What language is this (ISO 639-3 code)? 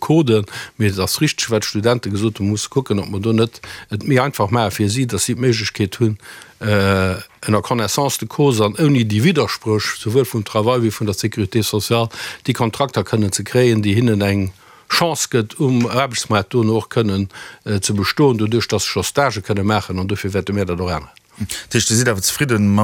ltz